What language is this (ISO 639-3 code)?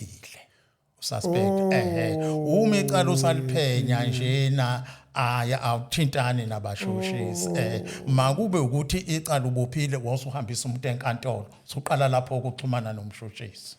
zul